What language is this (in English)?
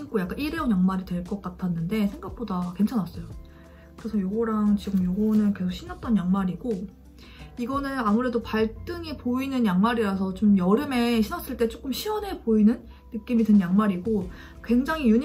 Korean